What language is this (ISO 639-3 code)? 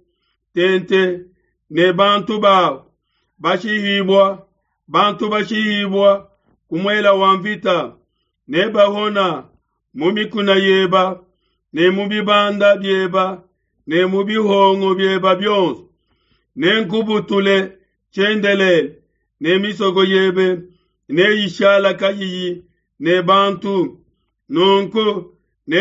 lua